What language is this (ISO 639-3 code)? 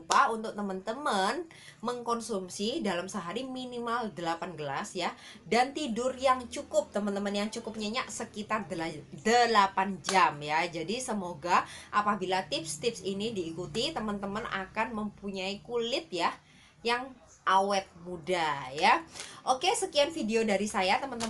ind